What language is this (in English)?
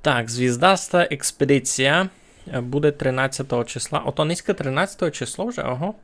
Rusyn